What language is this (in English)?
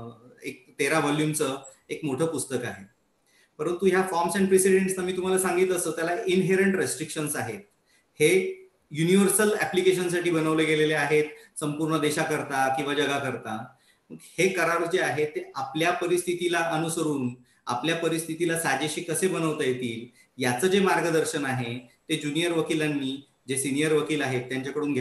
Marathi